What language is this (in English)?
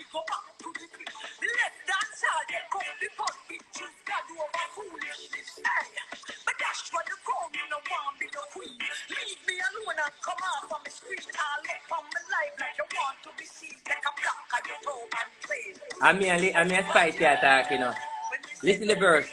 Jamaican Creole English